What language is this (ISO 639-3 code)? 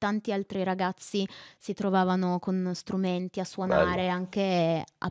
ita